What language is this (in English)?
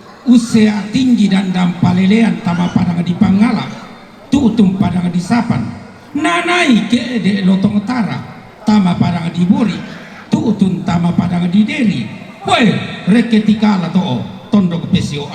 Toraja-Sa'dan